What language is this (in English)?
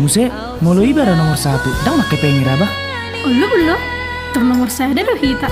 Batak Toba